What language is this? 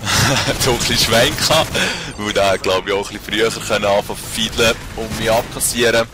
Swiss German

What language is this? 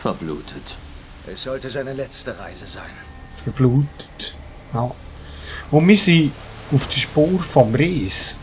Swiss German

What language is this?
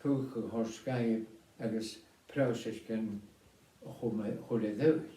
Scottish Gaelic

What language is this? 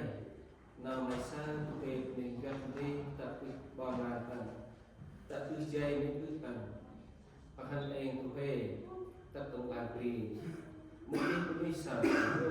Central Mnong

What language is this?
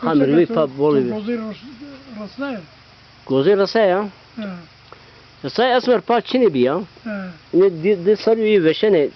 Zaza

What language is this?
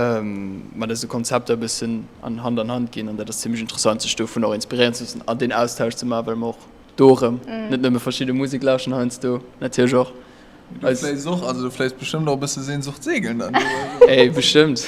Luxembourgish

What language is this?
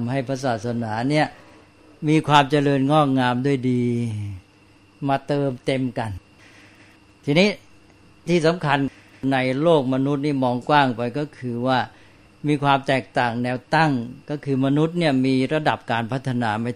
Thai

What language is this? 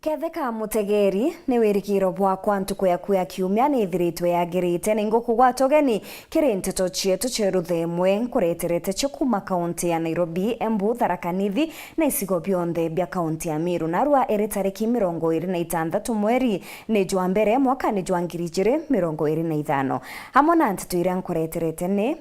Meru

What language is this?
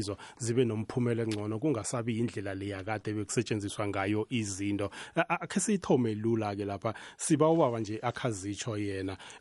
South Ndebele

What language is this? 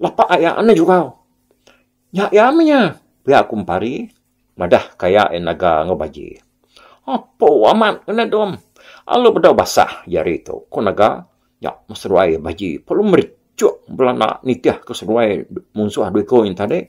Iban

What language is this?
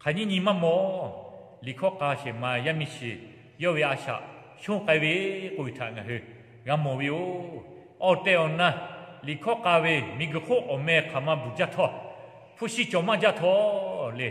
Lahu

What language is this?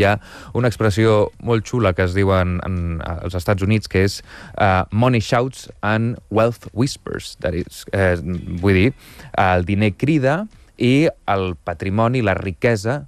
Catalan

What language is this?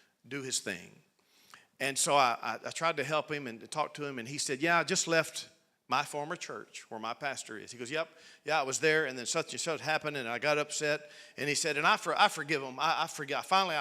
English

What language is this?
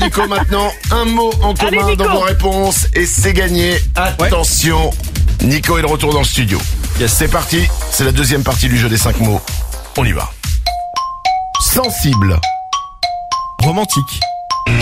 French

